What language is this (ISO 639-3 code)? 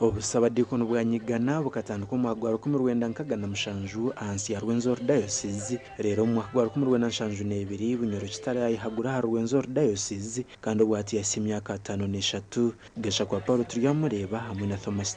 nyn